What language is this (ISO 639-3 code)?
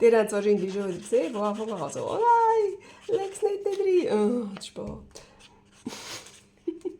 gsw